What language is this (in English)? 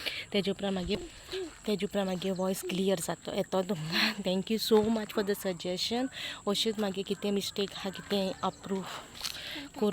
Konkani